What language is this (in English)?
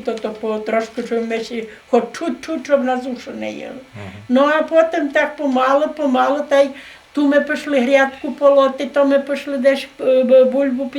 Rusyn